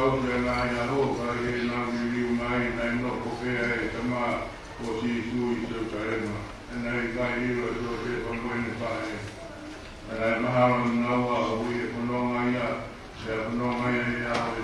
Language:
Tongan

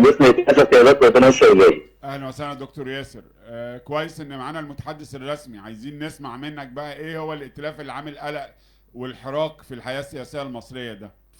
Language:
Egyptian Arabic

